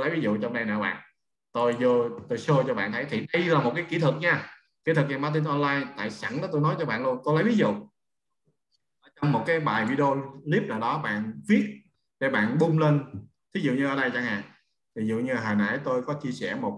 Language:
Vietnamese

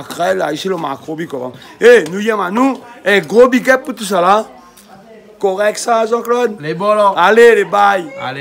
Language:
Réunion Creole French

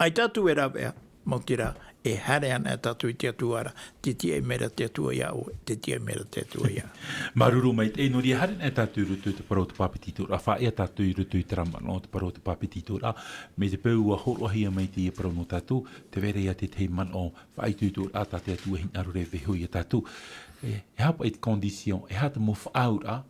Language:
Tahitian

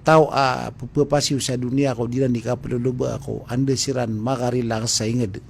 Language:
Maranao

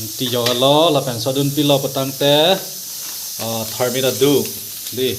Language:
Karbi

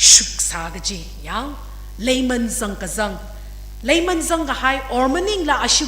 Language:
Tangkhul Naga (India)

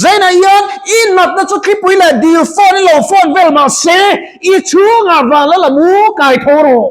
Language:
Mizo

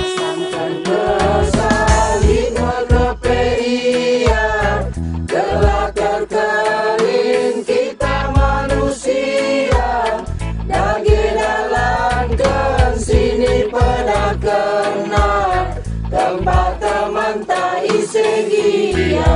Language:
Batak Karo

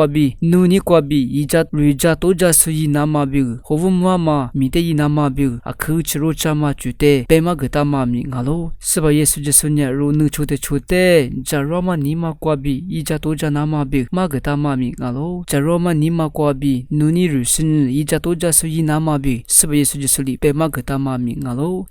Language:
Lisu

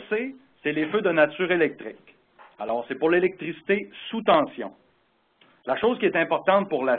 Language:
French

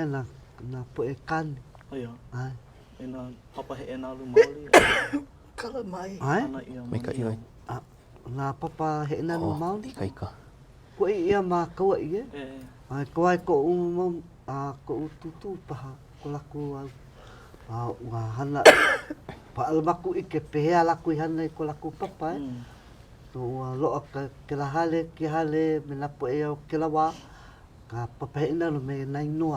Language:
Hawaiian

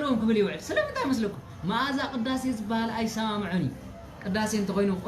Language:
Tigrinya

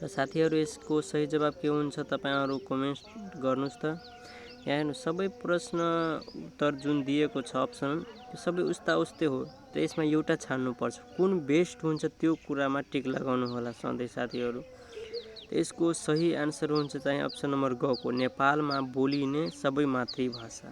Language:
Nepali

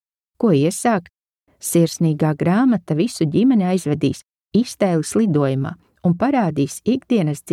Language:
Latvian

